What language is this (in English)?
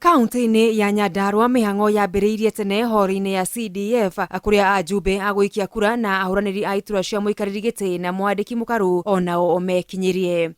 Kikuyu